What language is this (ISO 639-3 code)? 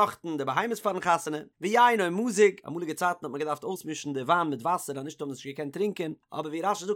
yid